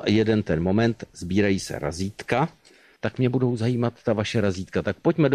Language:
Czech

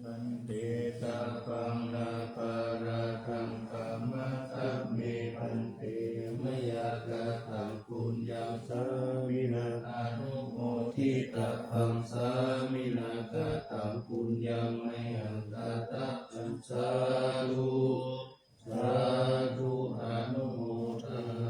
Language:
Pali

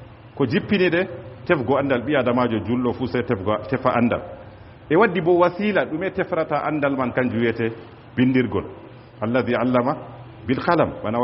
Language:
Fula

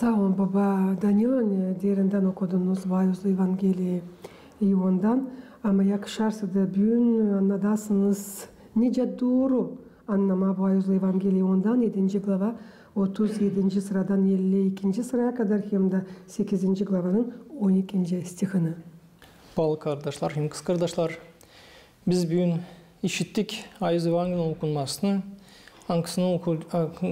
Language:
Gagauz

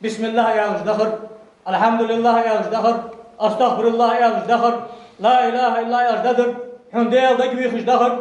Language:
Ingush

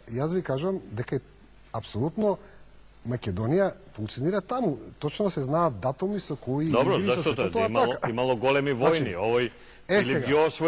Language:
Macedonian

